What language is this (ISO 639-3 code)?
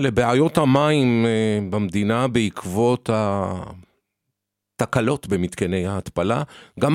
heb